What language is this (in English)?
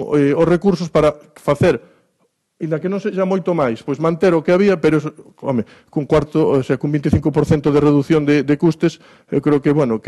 Galician